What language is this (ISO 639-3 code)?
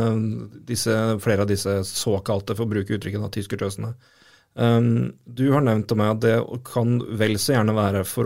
nor